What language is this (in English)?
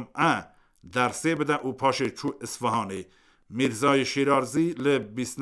Kurdish